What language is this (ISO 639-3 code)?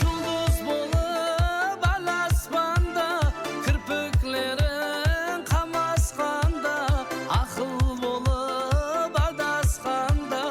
kaa